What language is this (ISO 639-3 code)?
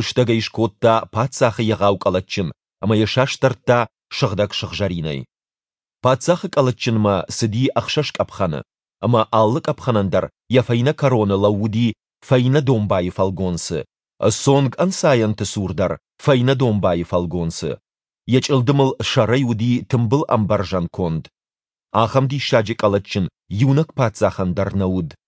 oss